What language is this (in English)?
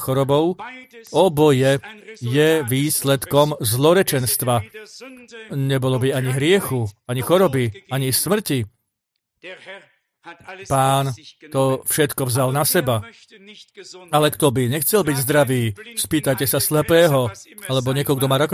Slovak